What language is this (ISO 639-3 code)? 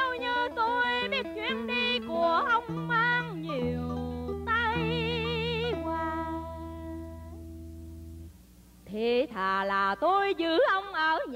vie